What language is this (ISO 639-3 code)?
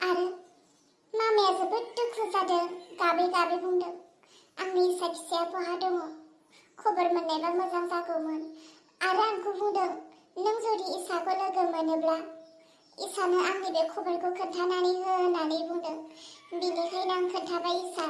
brx